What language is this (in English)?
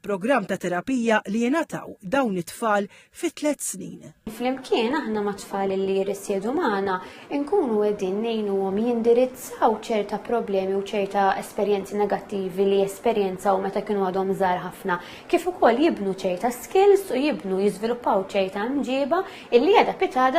Maltese